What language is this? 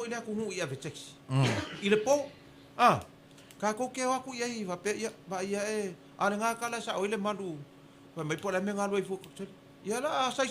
Samoan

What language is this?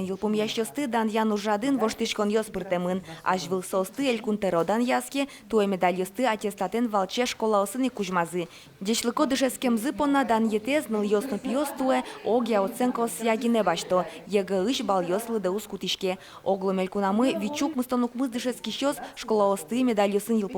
Udmurt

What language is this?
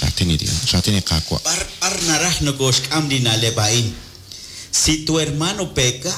Kekchí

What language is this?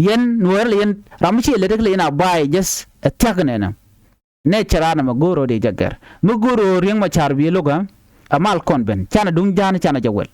Nuer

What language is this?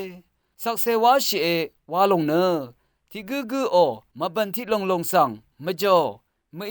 Rawang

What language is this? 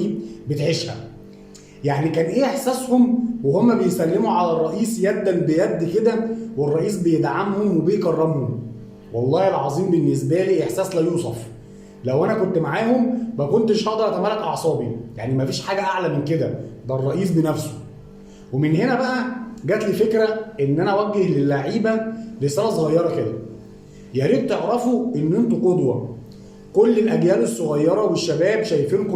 Egyptian Arabic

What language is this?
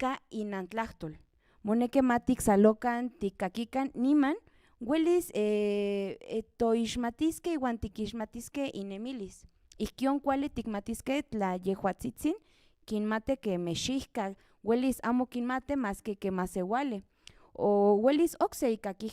Central Nahuatl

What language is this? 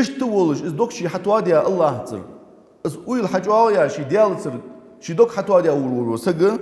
Ingush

